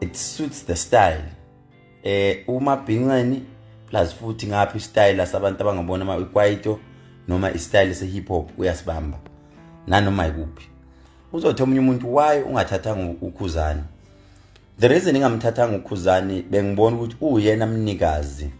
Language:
Zulu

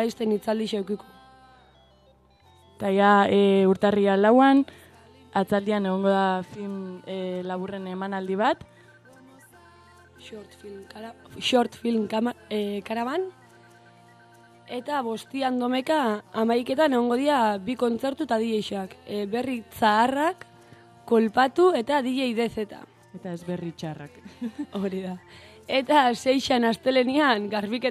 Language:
Basque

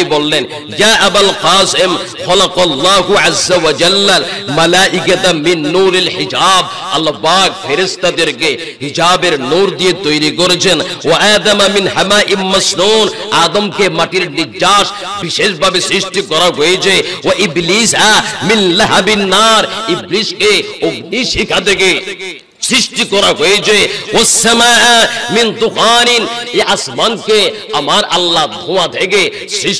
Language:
Bangla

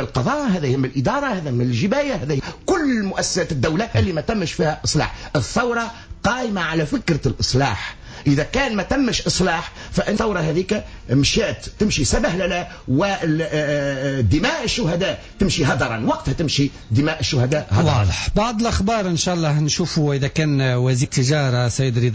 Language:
Tunisian Arabic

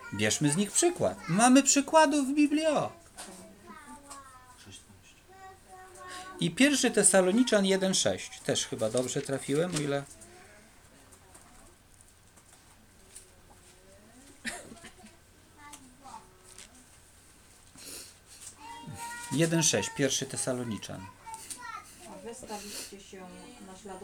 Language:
Polish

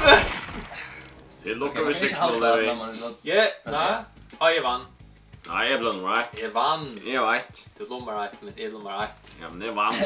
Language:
Faroese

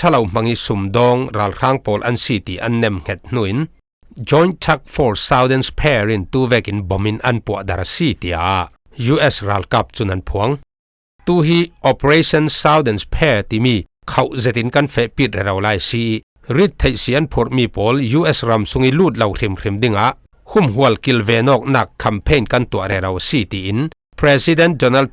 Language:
Falam Chin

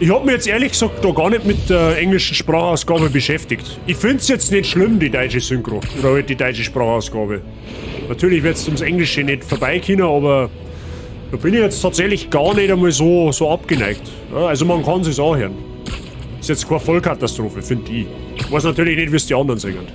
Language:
Bavarian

